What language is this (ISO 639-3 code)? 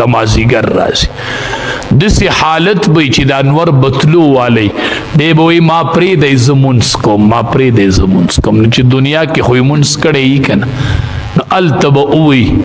pus